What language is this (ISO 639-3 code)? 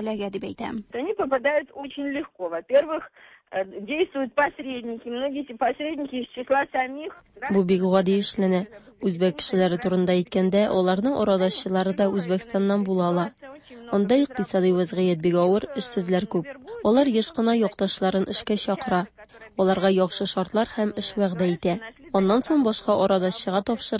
tat